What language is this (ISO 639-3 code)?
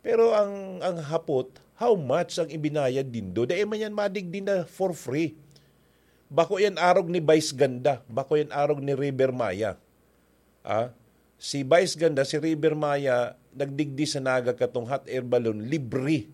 bik